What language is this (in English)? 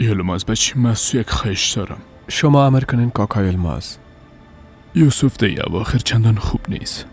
Persian